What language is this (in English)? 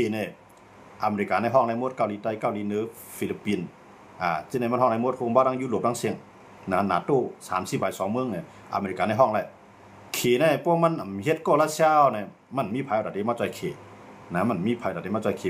Shan